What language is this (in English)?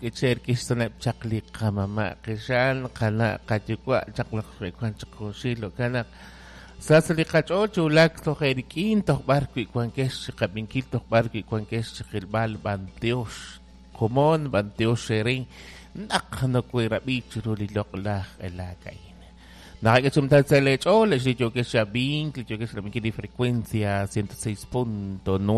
Kekchí